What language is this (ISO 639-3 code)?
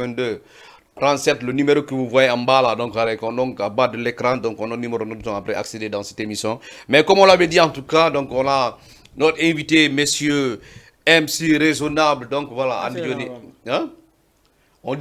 ful